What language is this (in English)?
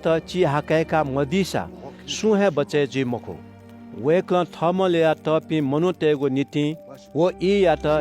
Newari